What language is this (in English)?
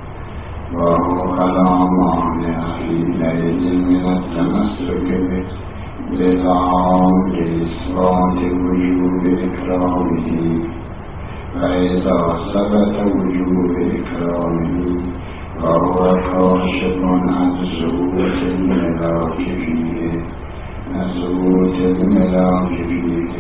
Arabic